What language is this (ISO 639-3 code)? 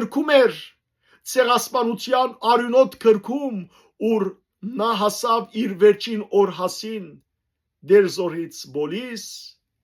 hyw